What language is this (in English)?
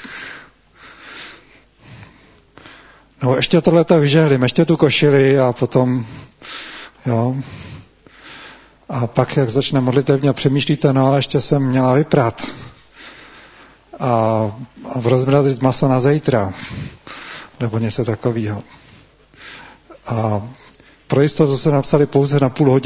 Czech